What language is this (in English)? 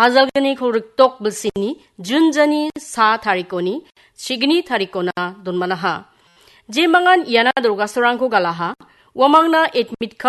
Garo